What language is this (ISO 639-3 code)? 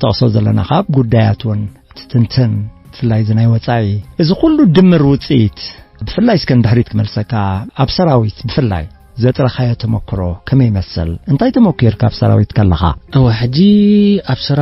tir